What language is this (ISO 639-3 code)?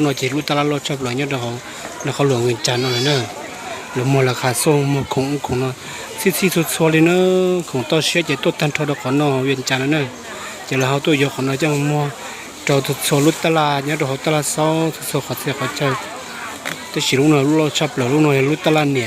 hmn